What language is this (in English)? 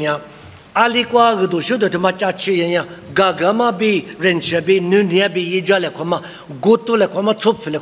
Lisu